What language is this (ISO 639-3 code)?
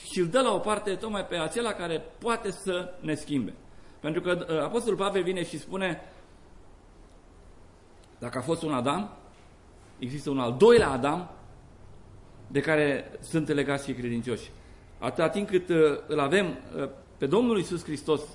ron